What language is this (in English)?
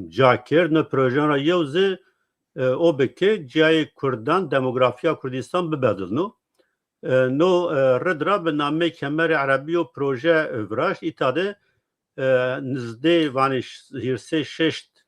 Zaza